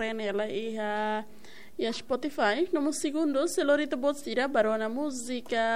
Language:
Tetum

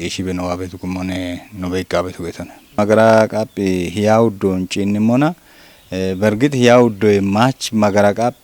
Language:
Kafa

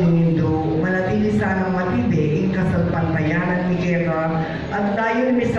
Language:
Pampanga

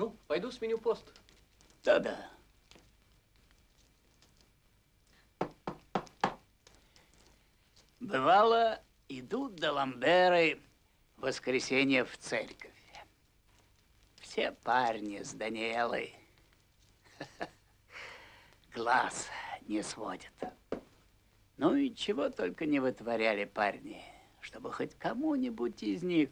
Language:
Russian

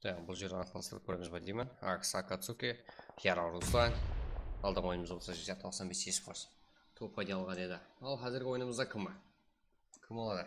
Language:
Kara-Kalpak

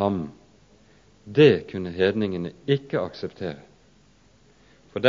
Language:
Norwegian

